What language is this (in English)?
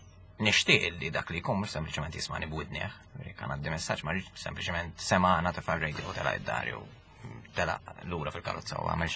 Maltese